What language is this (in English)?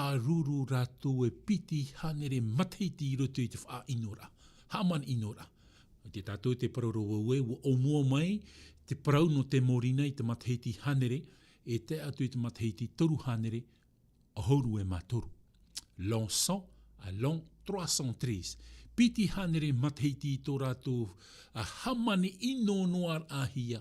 Tahitian